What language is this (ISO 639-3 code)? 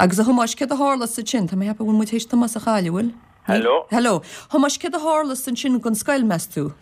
gle